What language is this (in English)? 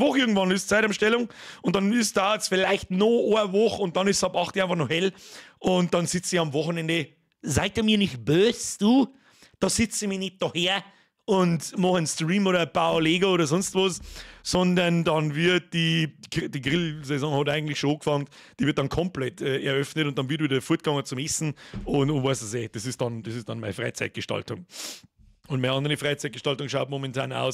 Bavarian